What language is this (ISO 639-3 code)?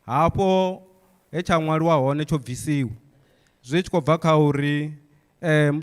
ven